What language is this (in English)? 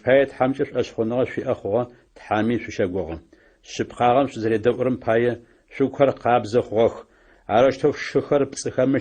Adyghe